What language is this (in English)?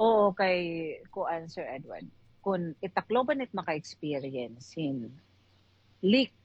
Waray